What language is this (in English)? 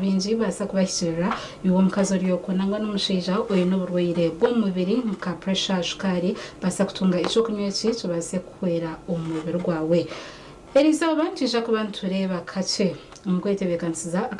Nyankole